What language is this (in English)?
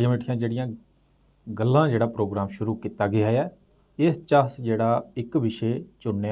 Dogri